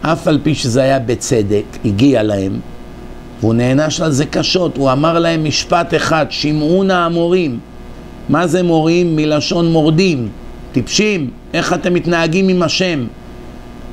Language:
Hebrew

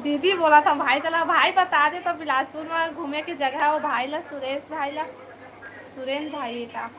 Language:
Chhattisgarhi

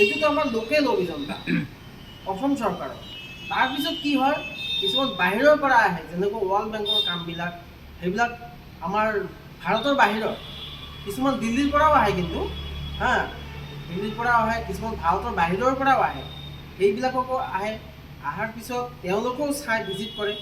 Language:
Assamese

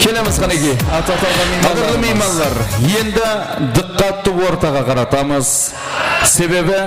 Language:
Kara-Kalpak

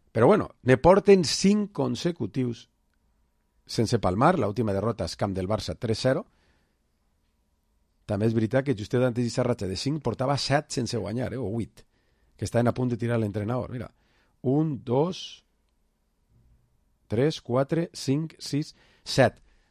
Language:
Catalan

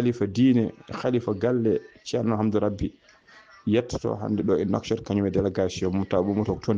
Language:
Fula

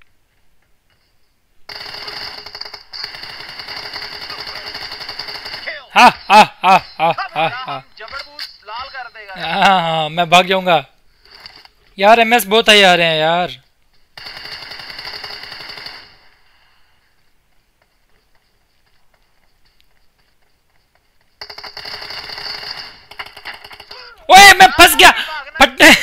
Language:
Hindi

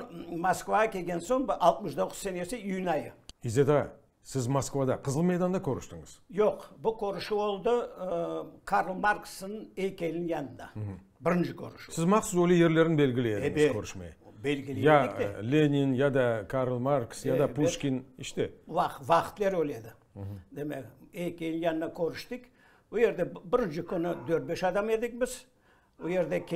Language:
Crimean Tatar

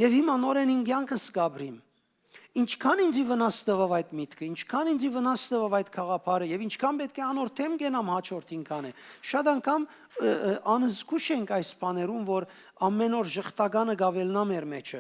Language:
Western Armenian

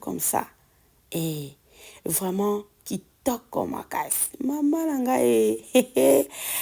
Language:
Lingala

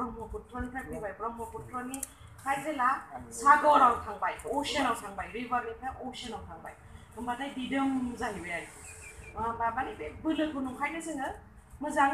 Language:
Bodo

